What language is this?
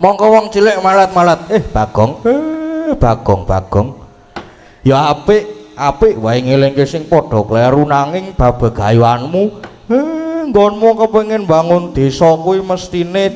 Javanese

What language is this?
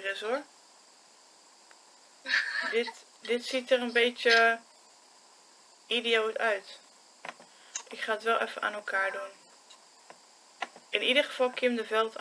Dutch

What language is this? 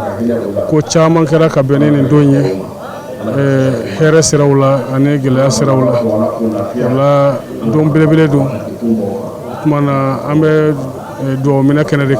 Bambara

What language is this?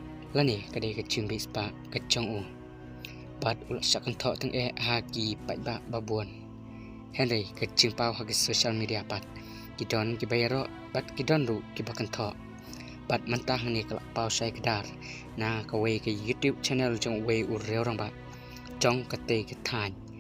Khasi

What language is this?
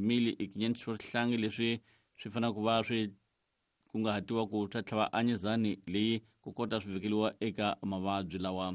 Tsonga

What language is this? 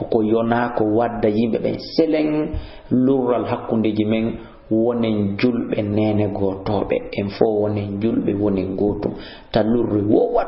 Fula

